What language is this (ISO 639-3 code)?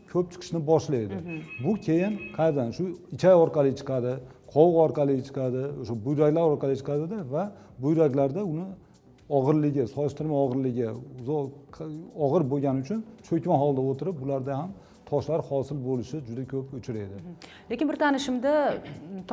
uzb